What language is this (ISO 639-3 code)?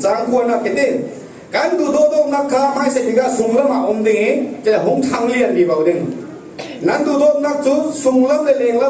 cfm